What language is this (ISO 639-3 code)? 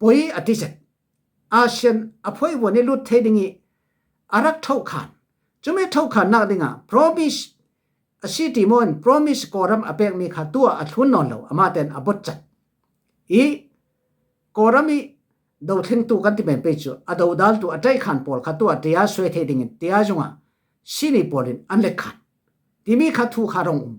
cfm